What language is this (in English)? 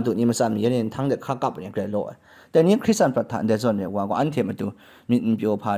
Kachin